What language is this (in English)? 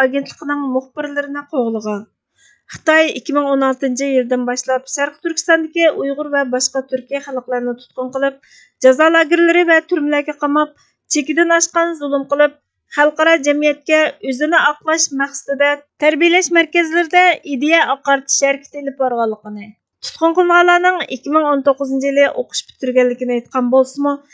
Uyghur